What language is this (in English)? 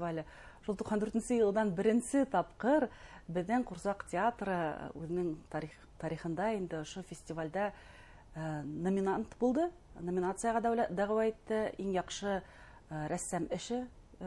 Bashkir